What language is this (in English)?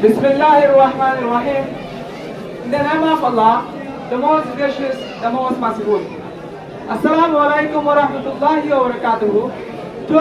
Rohingya